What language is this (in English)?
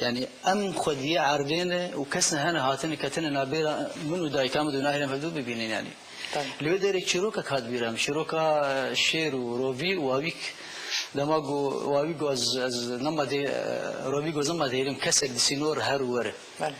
Kurdish